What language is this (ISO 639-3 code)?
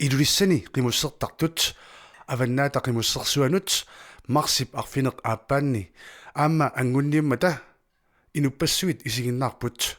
kal